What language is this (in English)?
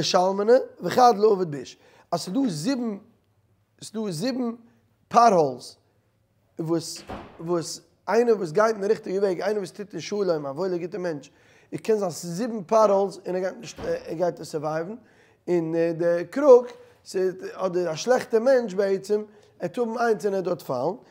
Yiddish